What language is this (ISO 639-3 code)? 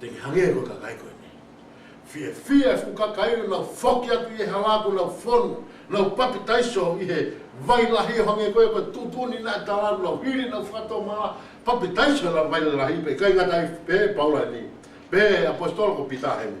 ton